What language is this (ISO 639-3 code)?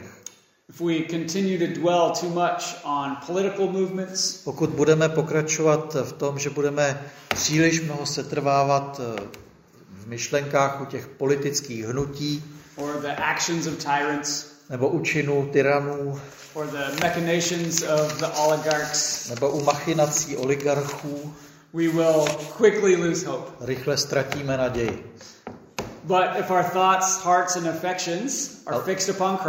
ces